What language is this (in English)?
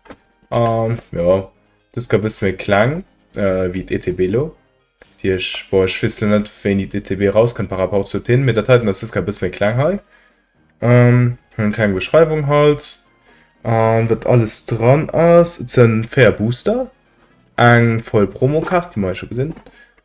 Luxembourgish